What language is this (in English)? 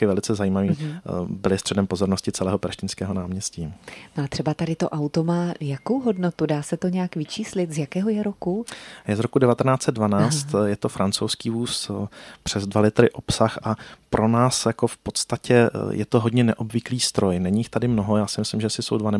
Czech